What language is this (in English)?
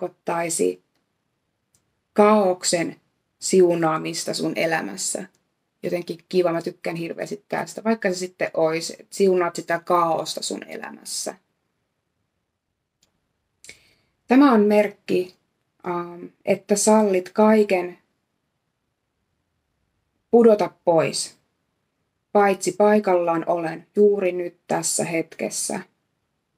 Finnish